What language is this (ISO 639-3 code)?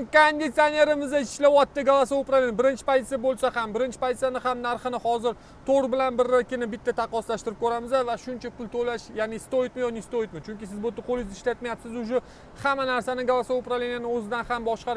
uzb